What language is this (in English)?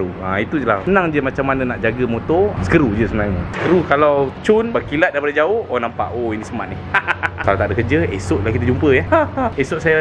Malay